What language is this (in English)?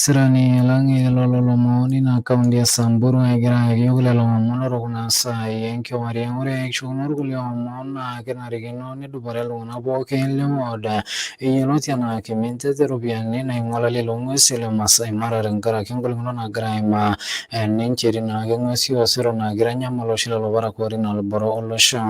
Masai